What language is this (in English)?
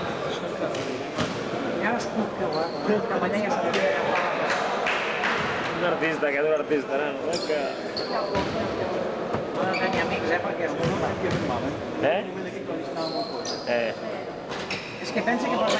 Catalan